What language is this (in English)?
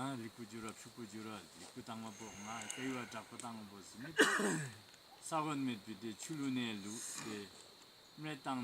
Tibetan